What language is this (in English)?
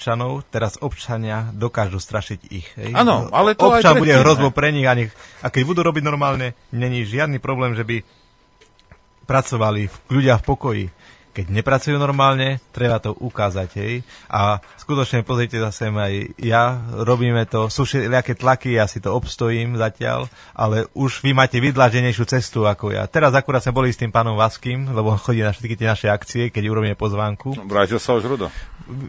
Slovak